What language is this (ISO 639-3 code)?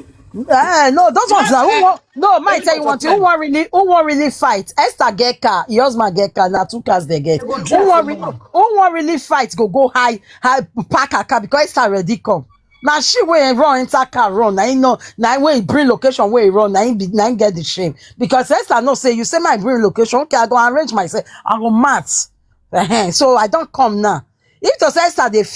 pcm